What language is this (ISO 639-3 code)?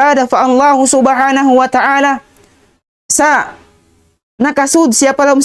tsg